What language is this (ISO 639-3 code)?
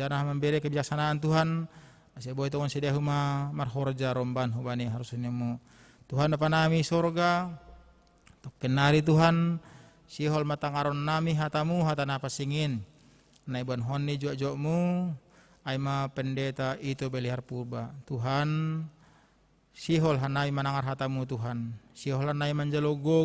bts